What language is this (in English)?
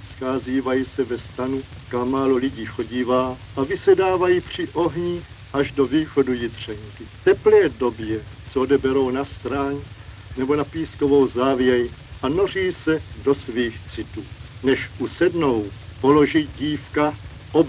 Czech